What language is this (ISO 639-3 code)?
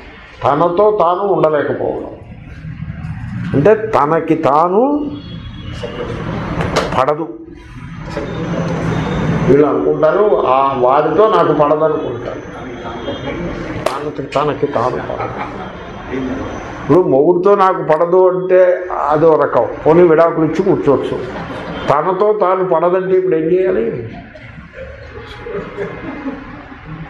tel